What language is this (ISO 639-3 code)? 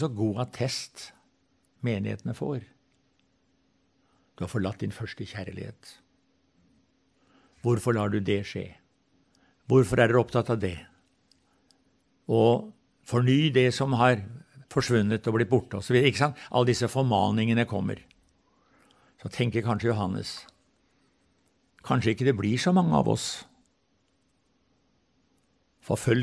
nor